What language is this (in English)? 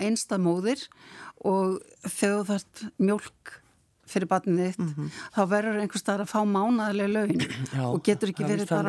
Icelandic